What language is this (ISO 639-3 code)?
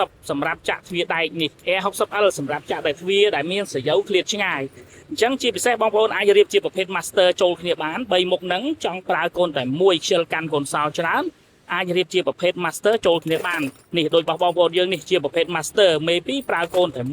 khm